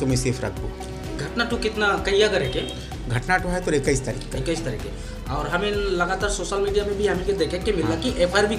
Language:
Sadri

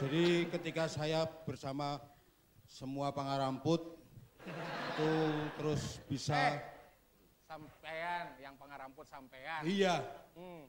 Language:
Banjar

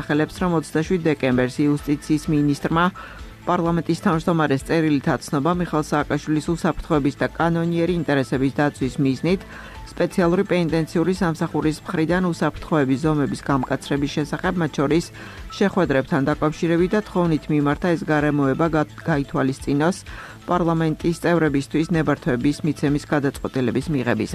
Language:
Georgian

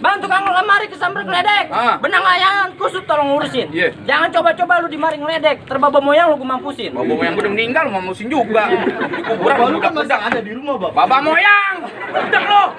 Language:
Betawi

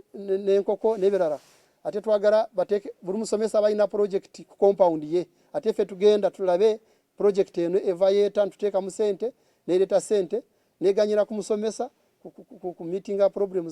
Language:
Ganda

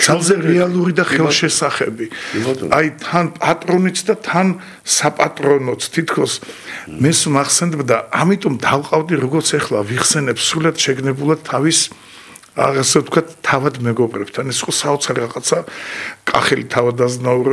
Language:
Georgian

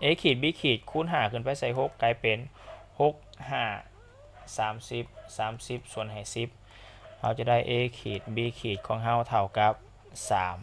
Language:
Lao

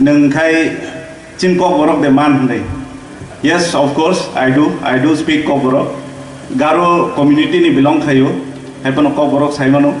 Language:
Kok Borok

